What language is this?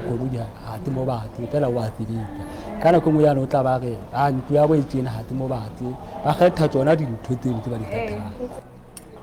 Southern Sotho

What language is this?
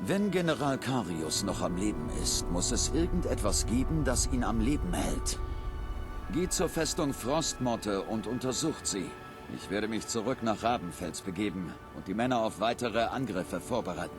Bavarian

